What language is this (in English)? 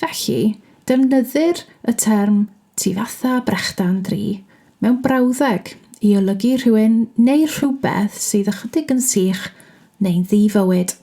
Welsh